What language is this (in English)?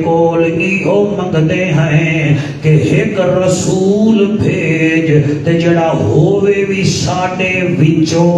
Saraiki